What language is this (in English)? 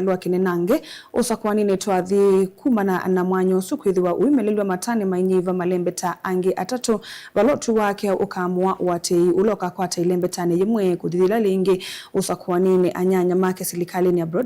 Kamba